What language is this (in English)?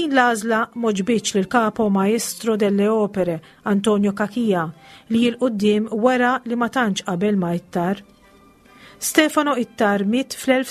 Maltese